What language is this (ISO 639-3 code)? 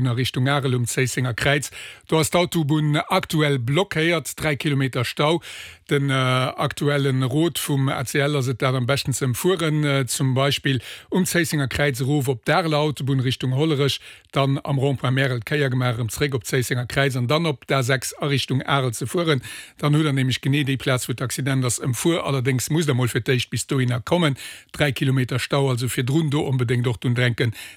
ltz